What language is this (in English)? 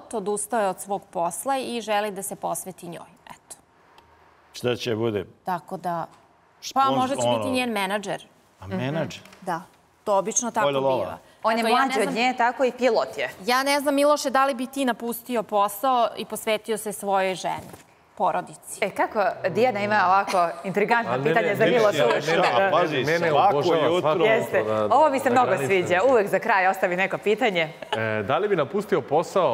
Serbian